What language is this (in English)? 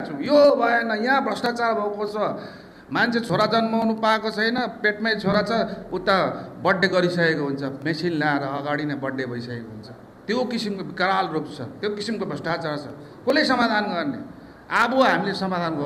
Nepali